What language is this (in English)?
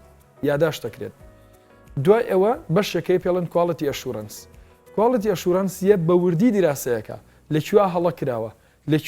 Central Kurdish